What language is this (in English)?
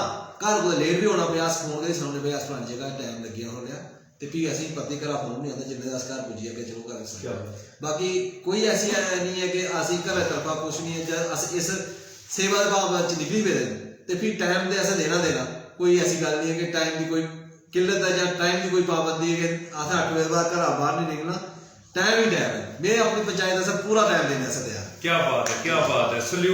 Dogri